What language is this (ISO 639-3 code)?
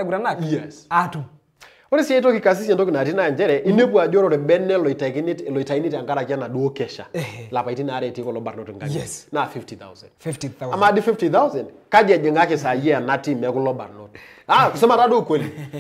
mas